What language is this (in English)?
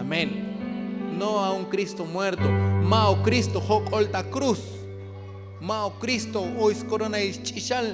Tzotzil